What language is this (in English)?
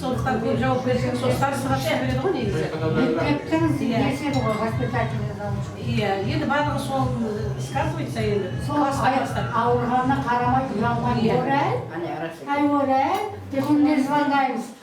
Kara-Kalpak